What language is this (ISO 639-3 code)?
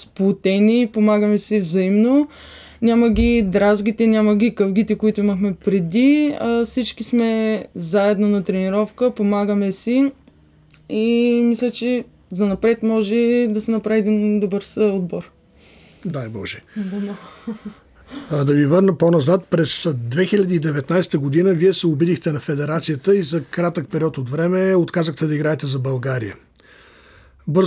bul